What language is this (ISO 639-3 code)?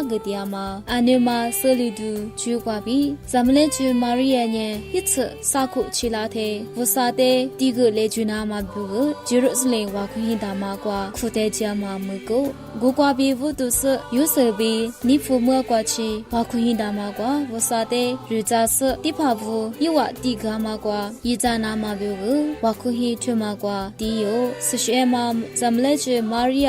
lis